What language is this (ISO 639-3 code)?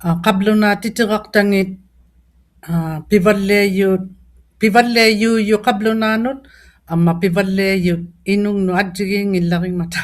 iku